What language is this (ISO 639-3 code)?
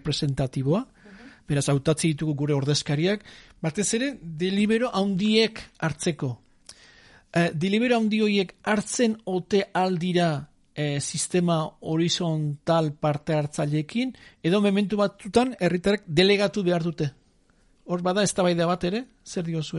eus